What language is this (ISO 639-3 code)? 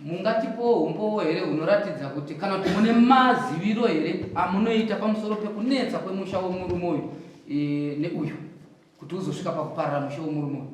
sna